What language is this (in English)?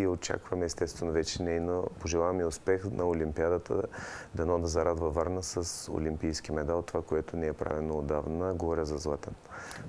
Bulgarian